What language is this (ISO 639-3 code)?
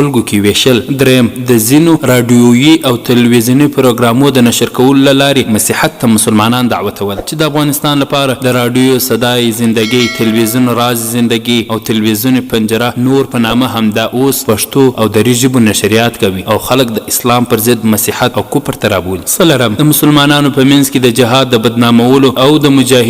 pus